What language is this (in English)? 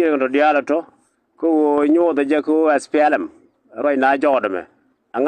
Nuer